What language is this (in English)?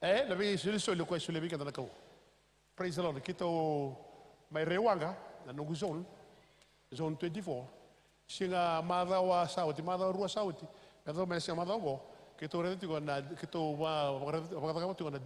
Fijian